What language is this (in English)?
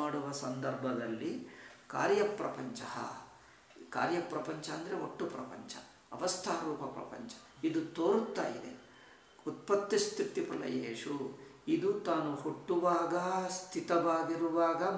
Kannada